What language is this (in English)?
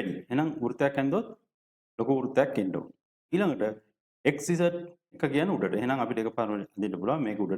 Sinhala